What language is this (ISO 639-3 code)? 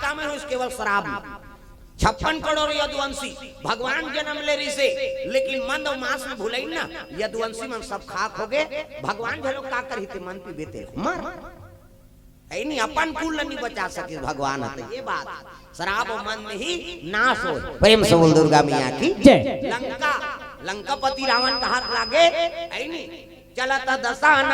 hne